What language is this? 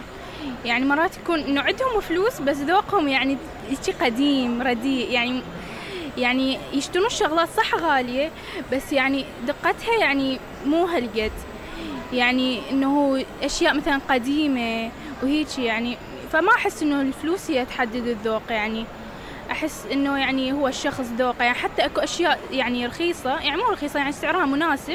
Mesopotamian Arabic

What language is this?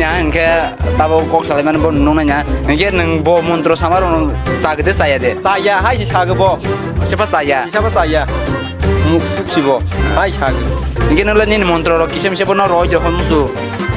Kok Borok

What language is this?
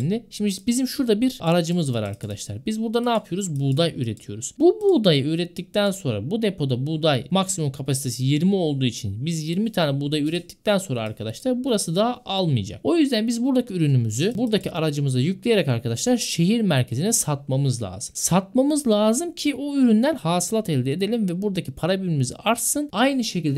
Turkish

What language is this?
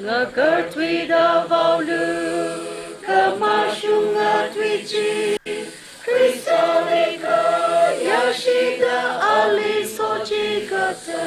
Tangkhul Naga (India)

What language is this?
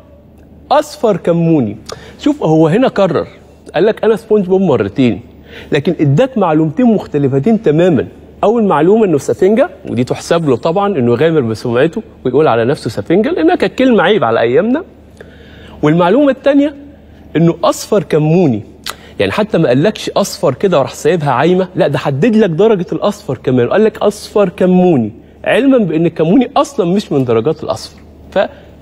Egyptian Arabic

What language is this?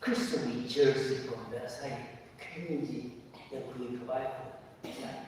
Tangkhul Naga (India)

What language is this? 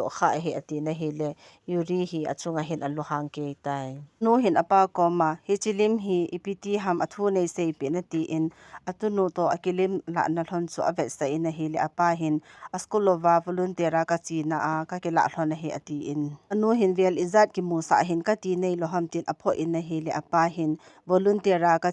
Thado Chin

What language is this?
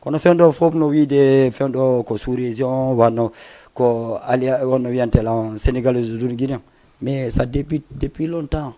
Fula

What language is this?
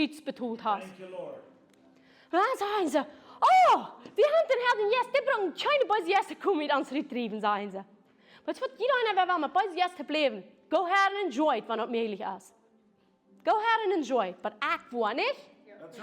Plautdietsch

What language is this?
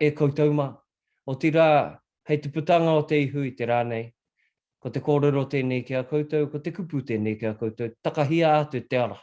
Māori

